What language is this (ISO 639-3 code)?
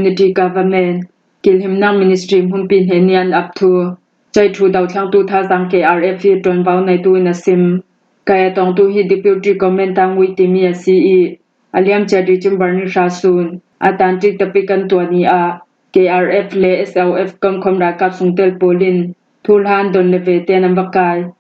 cfm